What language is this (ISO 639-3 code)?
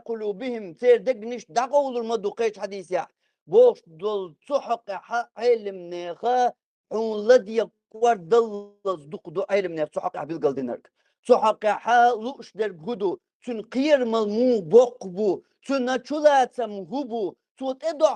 che